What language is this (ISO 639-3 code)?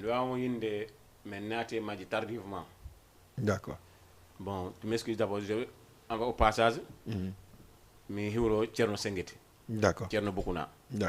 ful